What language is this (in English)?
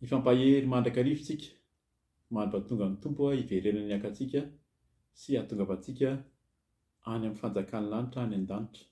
Malagasy